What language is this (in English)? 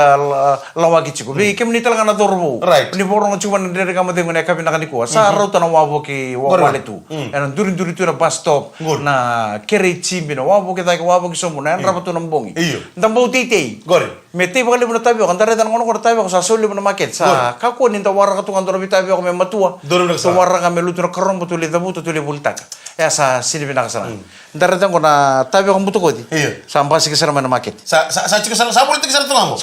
Fijian